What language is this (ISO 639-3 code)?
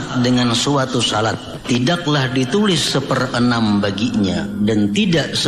bjn